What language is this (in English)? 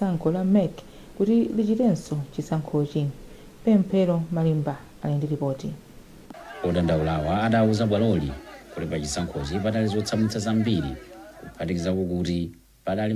Nyanja